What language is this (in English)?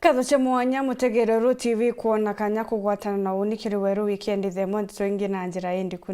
Meru